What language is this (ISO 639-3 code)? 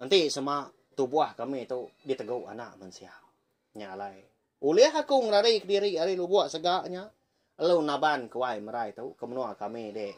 iba